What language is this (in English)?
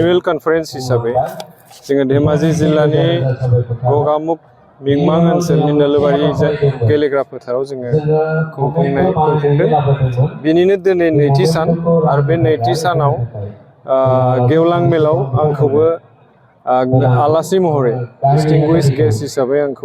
Bodo